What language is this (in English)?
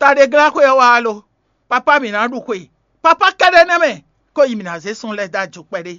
Fon